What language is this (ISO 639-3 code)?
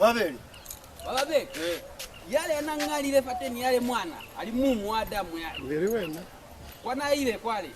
loz